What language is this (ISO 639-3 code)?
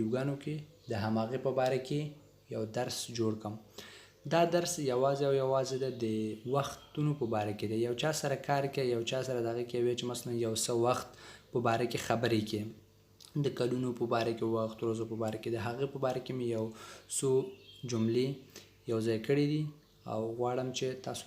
pus